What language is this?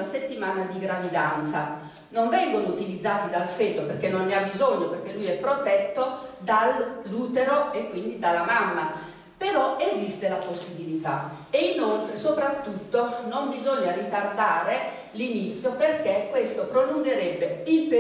Italian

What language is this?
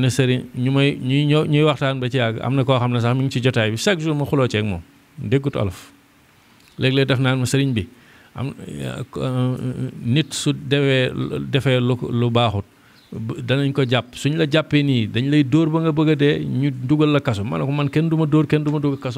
Wolof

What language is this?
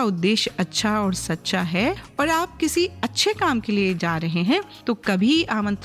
Hindi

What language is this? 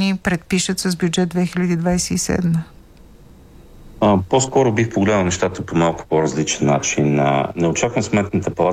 Bulgarian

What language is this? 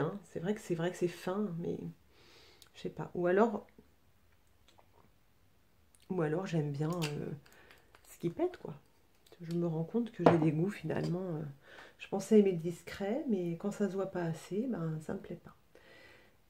French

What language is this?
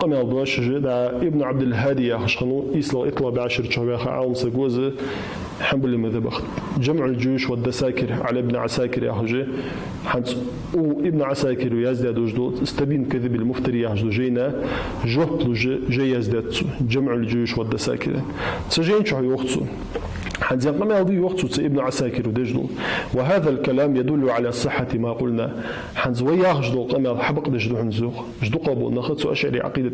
Ingush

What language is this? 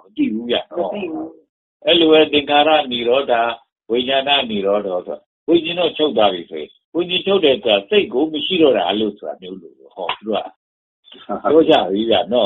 Burmese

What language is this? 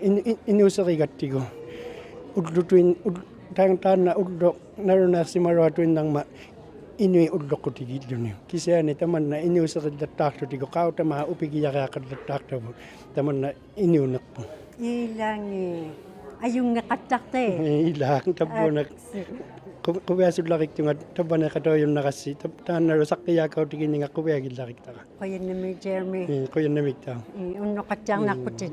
Inuktitut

